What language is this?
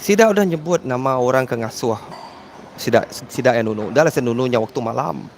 Iban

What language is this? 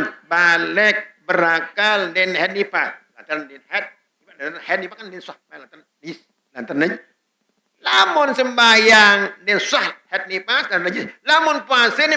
Sasak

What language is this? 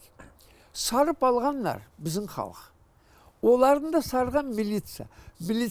Crimean Tatar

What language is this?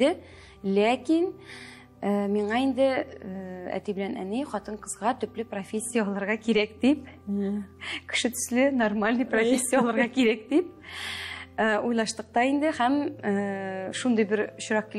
Tatar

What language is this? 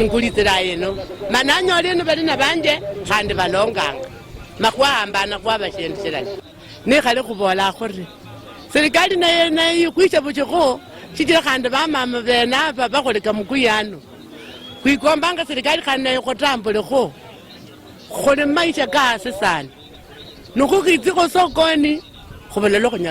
Luyia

